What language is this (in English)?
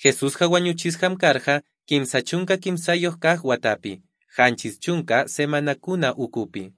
South Bolivian Quechua